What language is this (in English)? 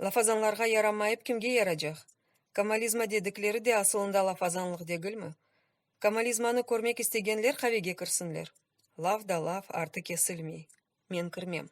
Crimean Tatar